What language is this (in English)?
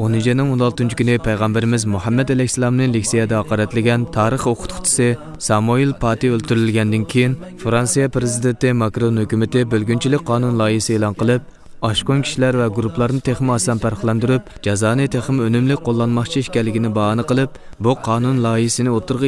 Uyghur